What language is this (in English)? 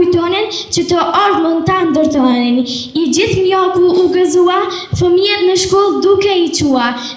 Albanian